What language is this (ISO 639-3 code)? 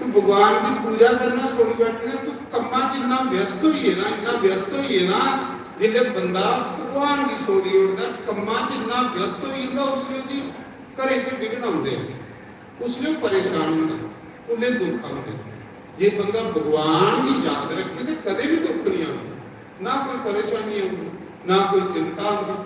doi